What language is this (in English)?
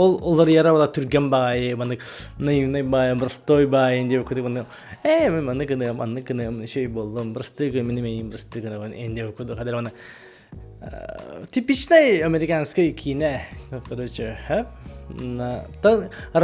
Yakut